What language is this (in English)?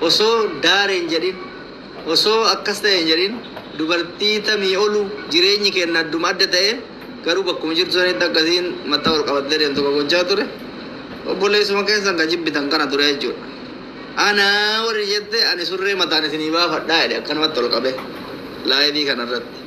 Oromo